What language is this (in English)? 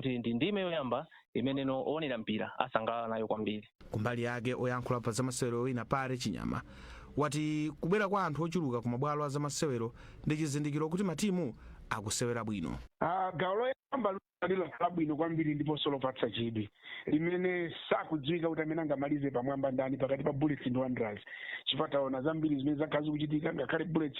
Nyanja